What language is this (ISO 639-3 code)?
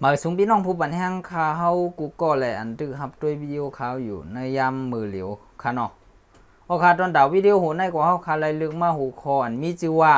shn